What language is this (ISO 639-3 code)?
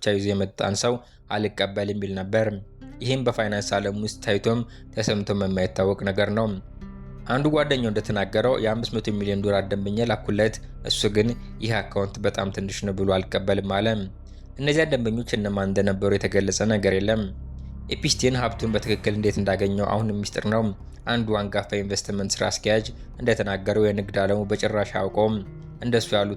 amh